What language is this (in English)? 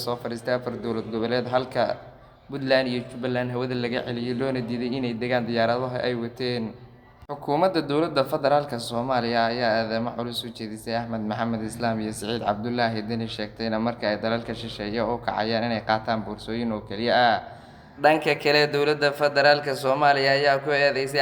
Somali